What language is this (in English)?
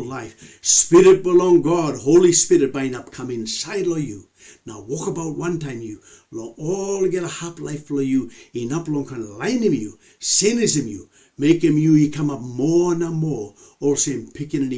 Tok Pisin